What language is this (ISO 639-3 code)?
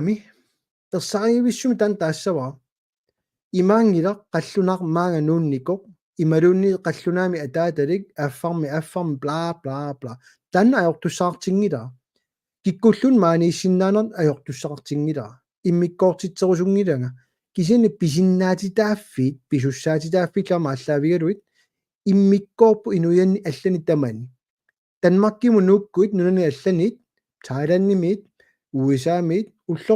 kal